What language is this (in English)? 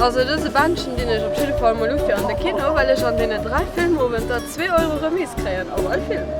Luxembourgish